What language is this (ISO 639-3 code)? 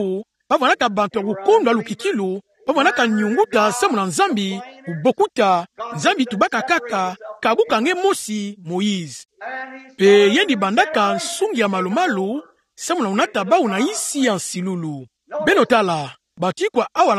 ktu